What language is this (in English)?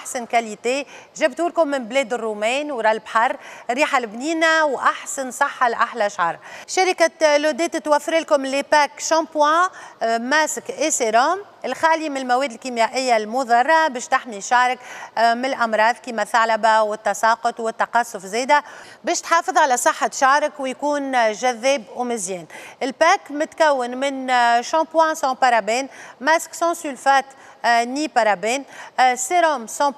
Tunisian Arabic